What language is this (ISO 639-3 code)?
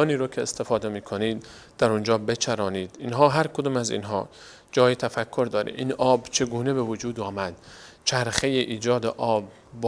fas